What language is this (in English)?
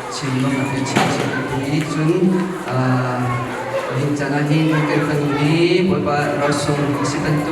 Hakha Chin